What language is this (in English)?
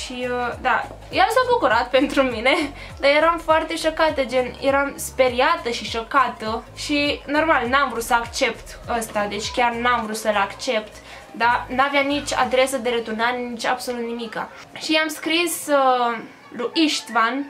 Romanian